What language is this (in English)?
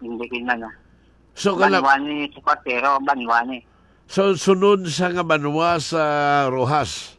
Hiligaynon